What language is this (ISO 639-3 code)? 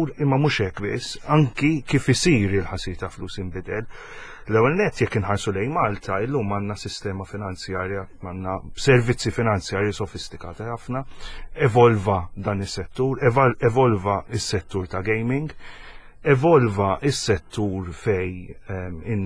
mlt